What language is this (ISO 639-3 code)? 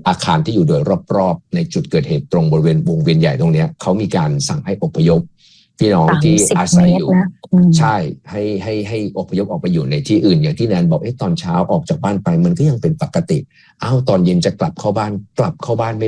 tha